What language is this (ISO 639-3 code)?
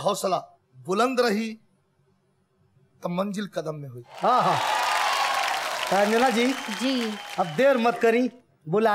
bho